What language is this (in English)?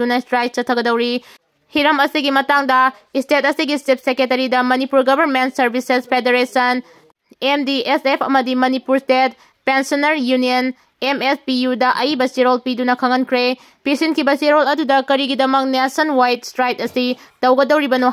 Manipuri